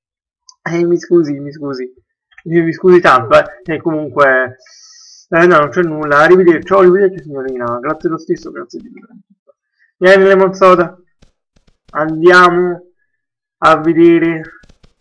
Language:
Italian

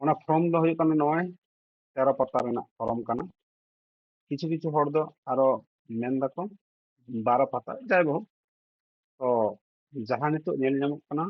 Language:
Santali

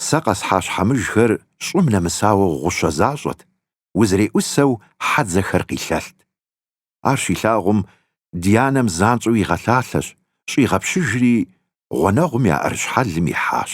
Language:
Kabardian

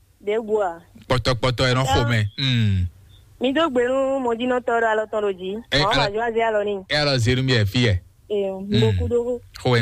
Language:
Fon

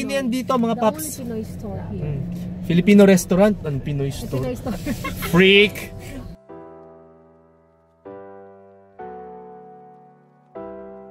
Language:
Filipino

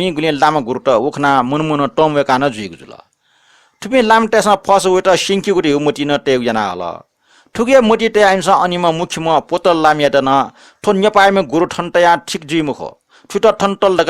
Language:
Newari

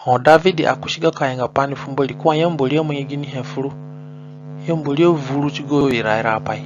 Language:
Zande (individual language)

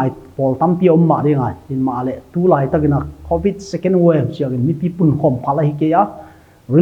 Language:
Paite Chin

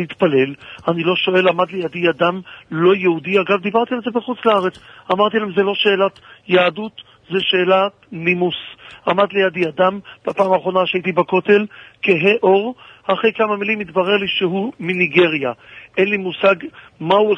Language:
Hebrew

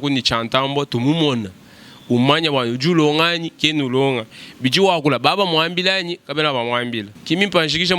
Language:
Luba-Lulua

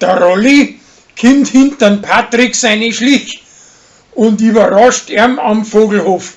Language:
Bavarian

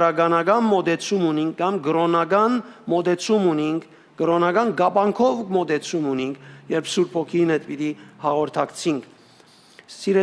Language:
Western Armenian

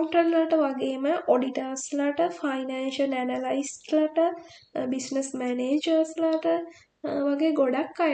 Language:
Sinhala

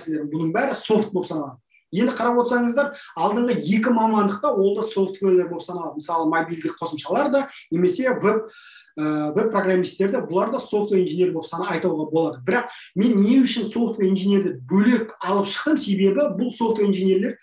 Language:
Kazakh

